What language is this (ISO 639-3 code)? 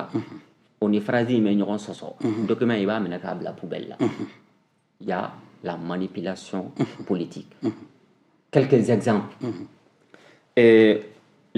bam